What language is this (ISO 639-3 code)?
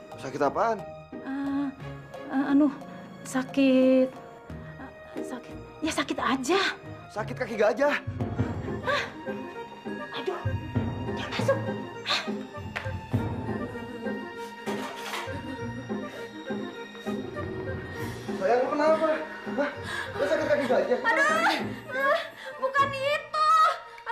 ind